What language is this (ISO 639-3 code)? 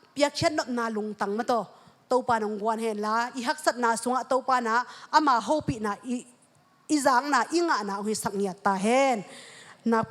ctd